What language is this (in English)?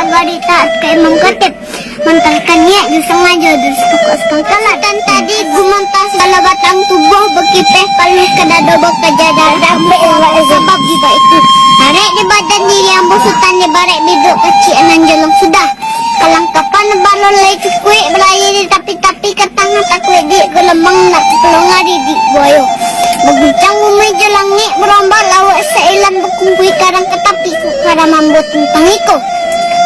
Minangkabau